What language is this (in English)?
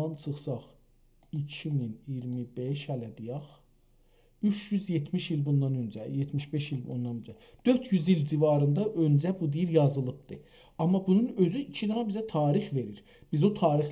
South Azerbaijani